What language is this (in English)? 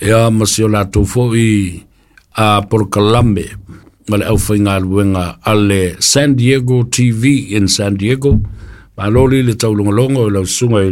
Samoan